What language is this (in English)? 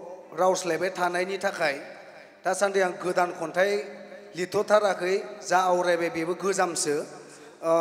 Bodo